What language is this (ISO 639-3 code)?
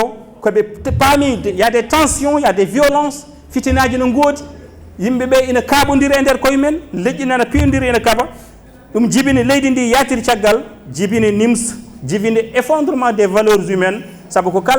ful